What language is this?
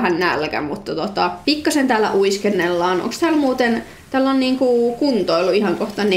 Finnish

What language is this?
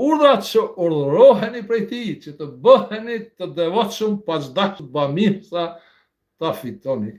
Albanian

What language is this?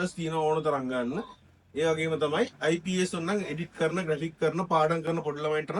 Sinhala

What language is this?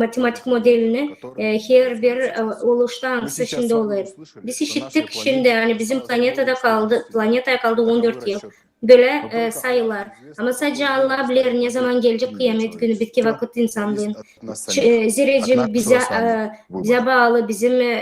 Gagauz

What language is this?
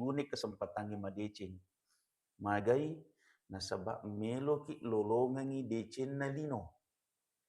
Buginese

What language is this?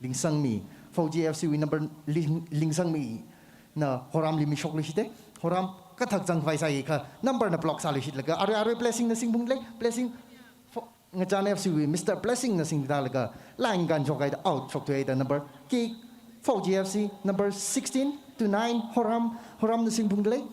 Tangkhul Naga (India)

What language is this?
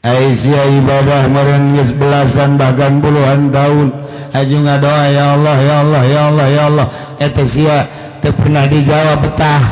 Sundanese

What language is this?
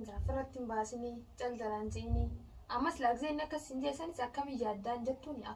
Oromo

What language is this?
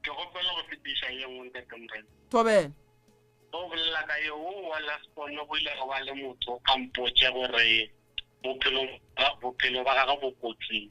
Northern Sotho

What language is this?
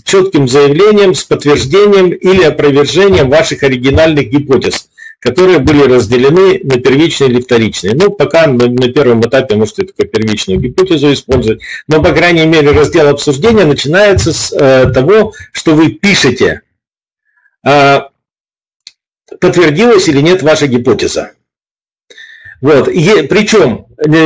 Russian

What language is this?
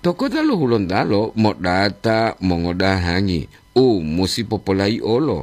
Gorontalo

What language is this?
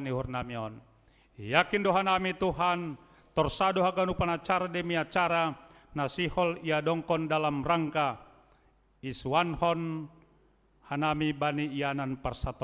Batak Simalungun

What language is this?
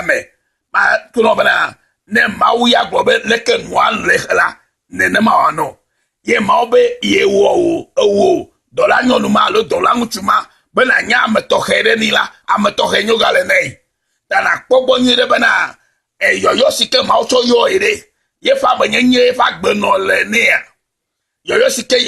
Ewe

